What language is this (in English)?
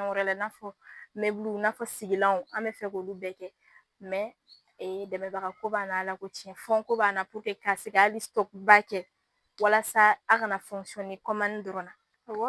Bambara